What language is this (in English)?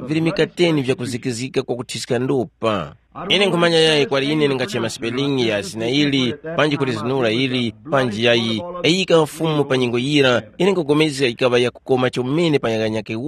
Tumbuka